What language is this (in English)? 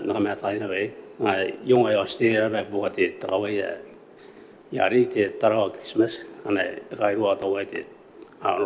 Gilbertese